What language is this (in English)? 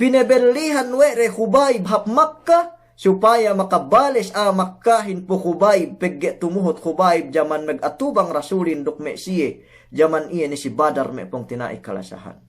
Yakan